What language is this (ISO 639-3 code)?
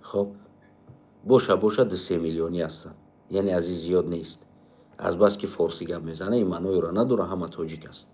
tgk